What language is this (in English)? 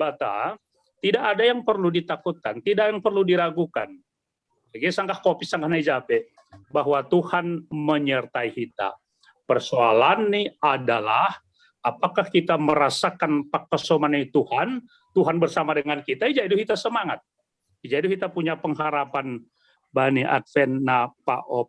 Batak Simalungun